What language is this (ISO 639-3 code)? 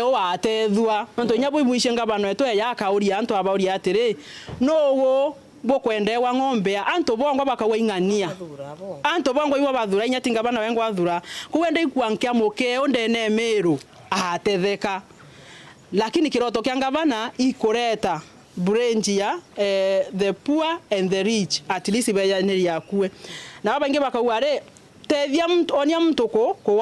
mer